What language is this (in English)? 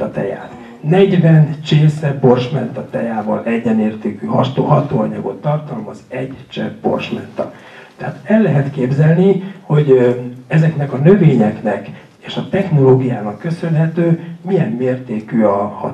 Hungarian